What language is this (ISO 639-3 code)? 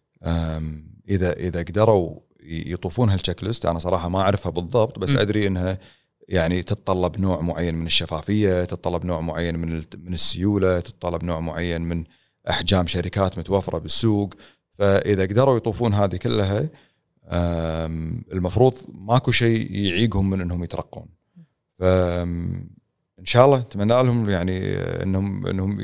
afb